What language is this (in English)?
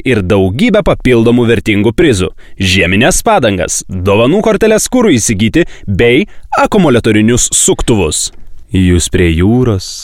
Lithuanian